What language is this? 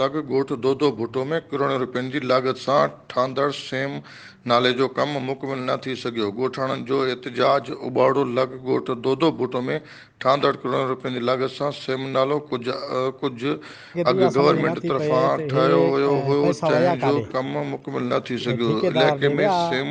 Sindhi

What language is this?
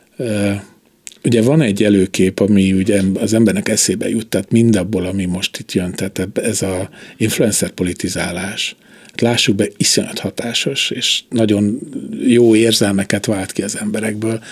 Hungarian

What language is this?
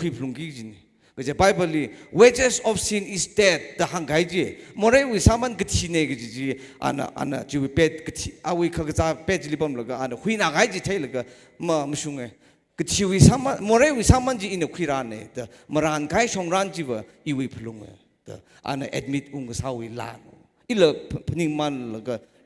Tangkhul Naga (India)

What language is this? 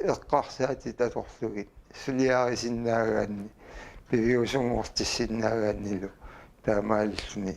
Kalaallisut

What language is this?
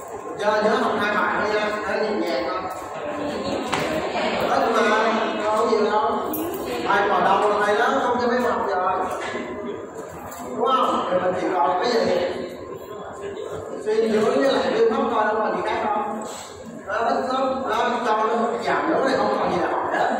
Vietnamese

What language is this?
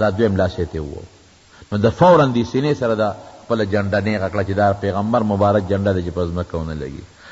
Pashto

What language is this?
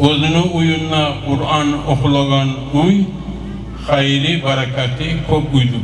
Kumyk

